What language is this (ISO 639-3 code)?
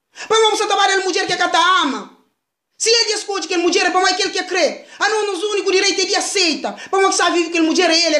kea